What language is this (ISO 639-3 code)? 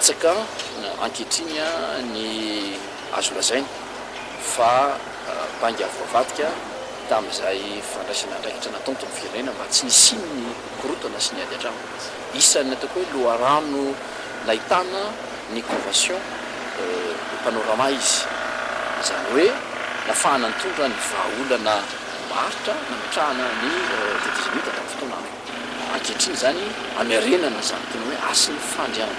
mlg